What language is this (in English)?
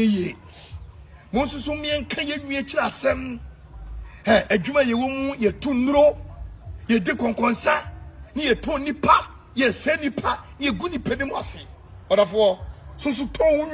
Akan